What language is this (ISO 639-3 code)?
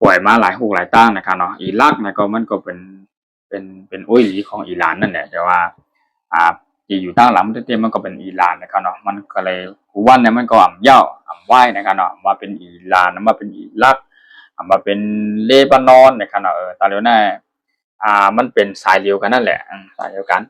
shn